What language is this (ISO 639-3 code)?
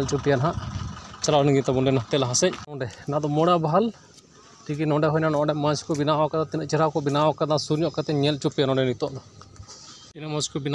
sat